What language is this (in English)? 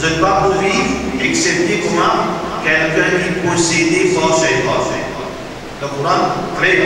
Morisyen